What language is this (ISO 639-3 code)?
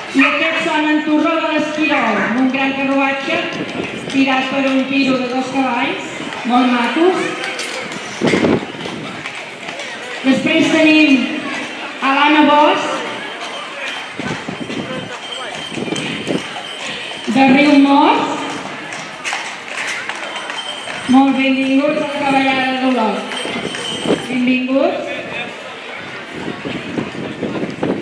cat